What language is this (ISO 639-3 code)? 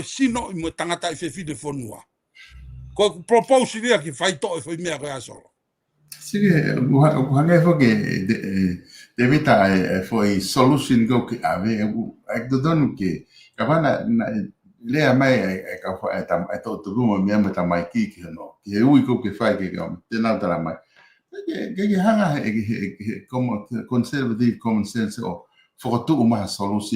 ton